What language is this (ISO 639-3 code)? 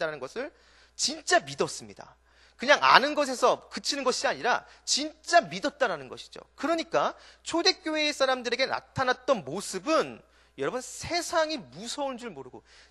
kor